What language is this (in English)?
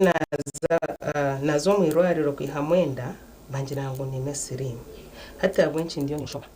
Nyankole